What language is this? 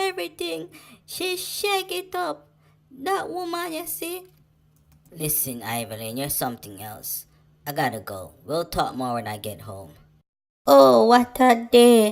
Jamaican Creole English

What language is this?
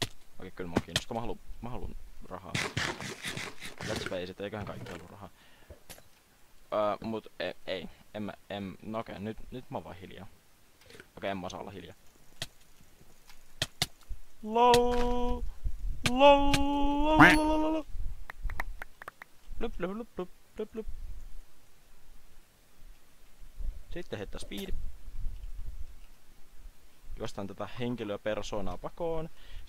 Finnish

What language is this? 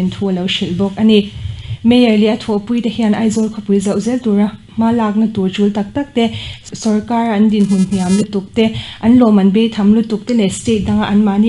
Mizo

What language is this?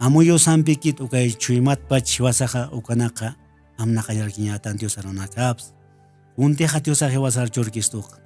Aymara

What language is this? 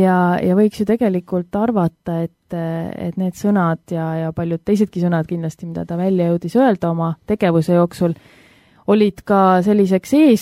Estonian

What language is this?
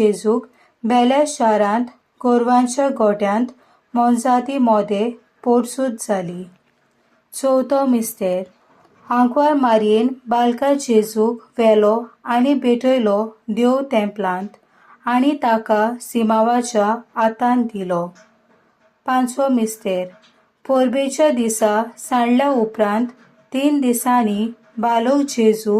Konkani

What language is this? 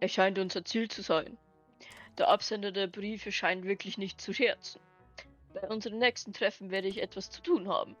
Bavarian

